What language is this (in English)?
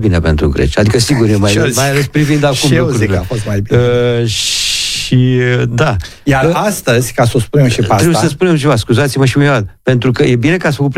Romanian